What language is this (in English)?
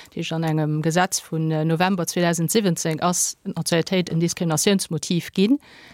Luxembourgish